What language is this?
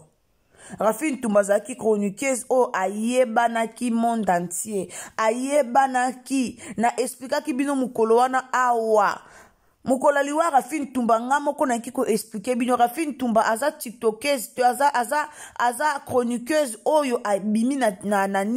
Lingala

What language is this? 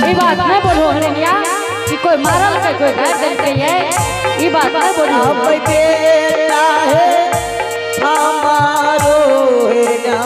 Angika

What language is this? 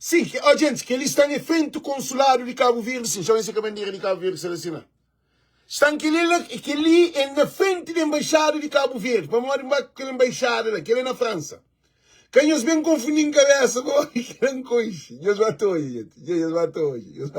Kabuverdianu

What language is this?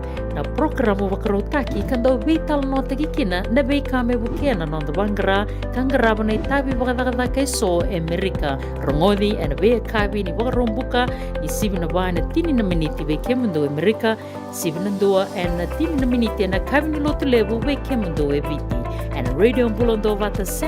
Fijian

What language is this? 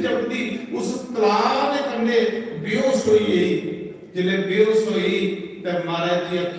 Dogri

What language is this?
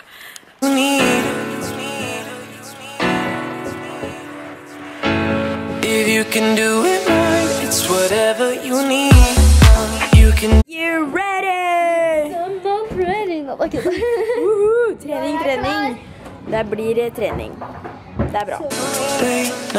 Norwegian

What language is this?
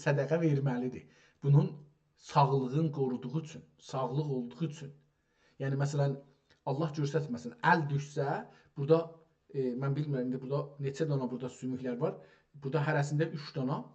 South Azerbaijani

